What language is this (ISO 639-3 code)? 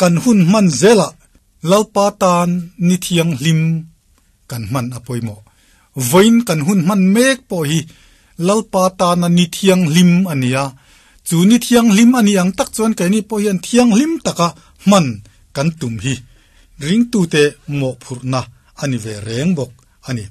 lus